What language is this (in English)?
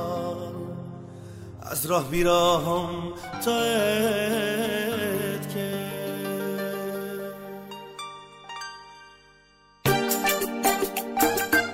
Persian